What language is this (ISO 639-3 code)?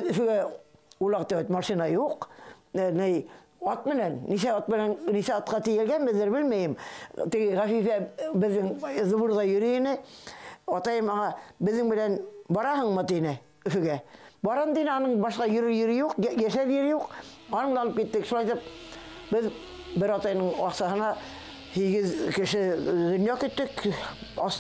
bak